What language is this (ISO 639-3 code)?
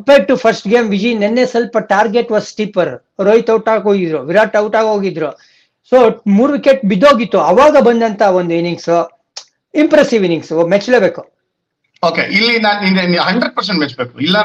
kan